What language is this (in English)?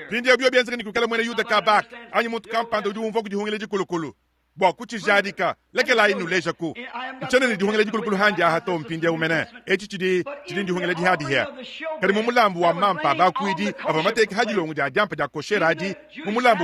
Luba-Lulua